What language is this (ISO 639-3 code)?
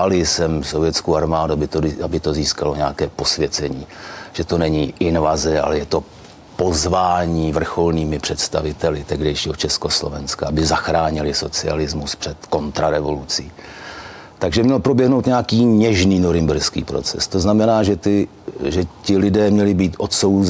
ces